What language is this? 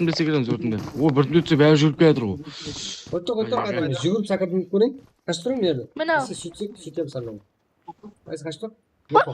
Kara-Kalpak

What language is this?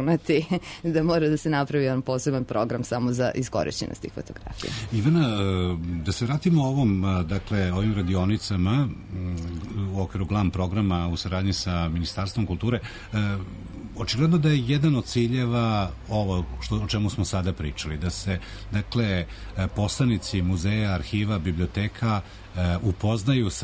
Serbian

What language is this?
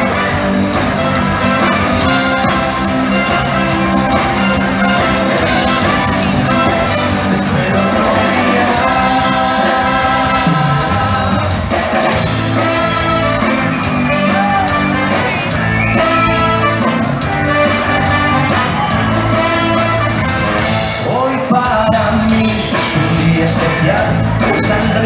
Spanish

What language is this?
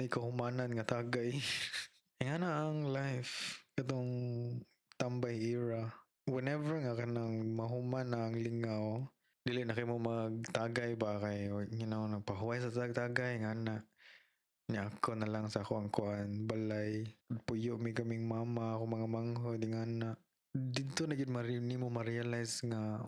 Cebuano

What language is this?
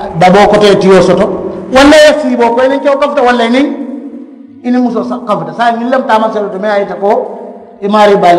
Mandingo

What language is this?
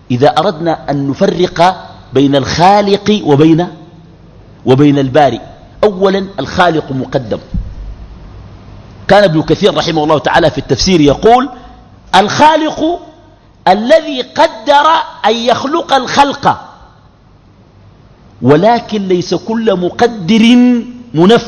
Sudanese Arabic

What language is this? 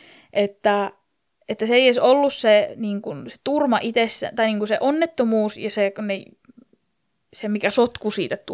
Finnish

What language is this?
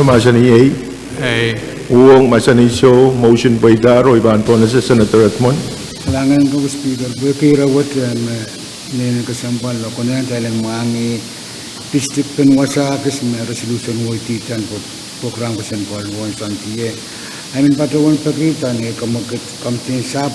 Pohnpeian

